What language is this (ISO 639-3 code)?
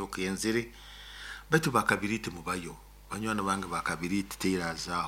nyo